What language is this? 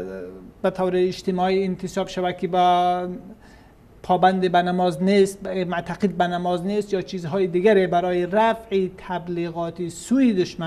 Persian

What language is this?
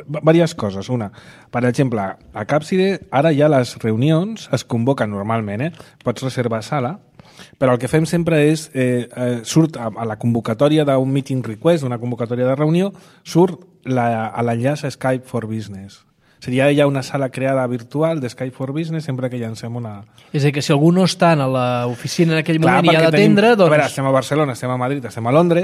Catalan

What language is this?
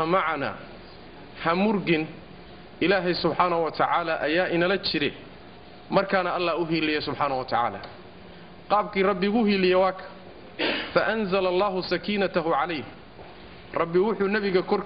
Somali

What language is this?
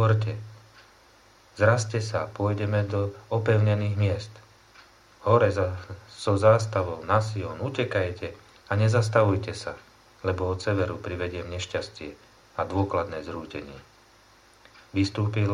Slovak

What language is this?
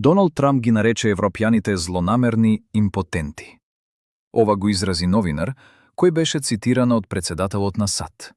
Macedonian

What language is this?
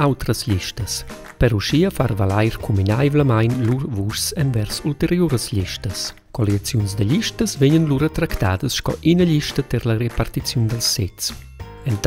Romansh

